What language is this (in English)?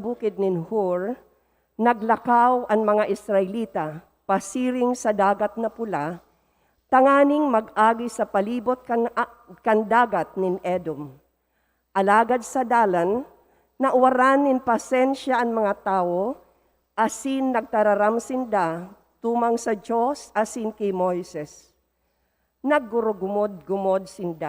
Bikol